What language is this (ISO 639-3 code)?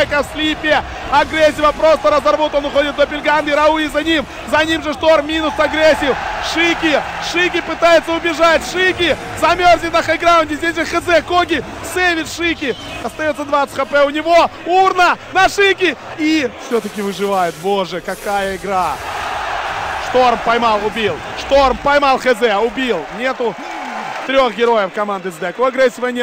rus